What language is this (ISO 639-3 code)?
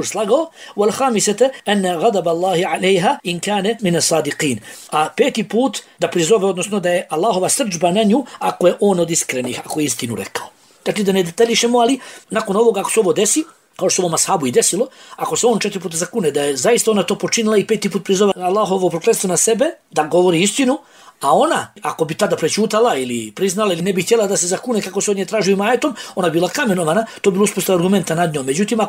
bos